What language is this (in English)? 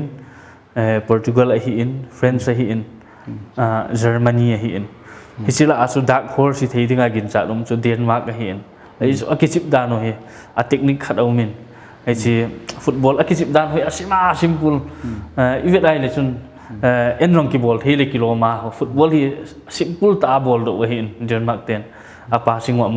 Paite Chin